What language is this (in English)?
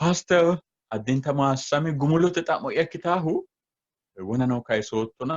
Sidamo